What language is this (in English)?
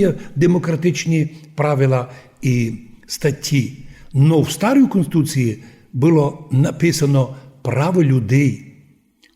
Rusyn